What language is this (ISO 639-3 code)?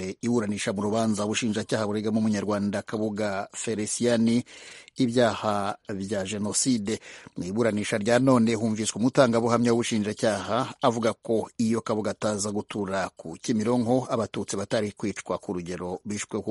kin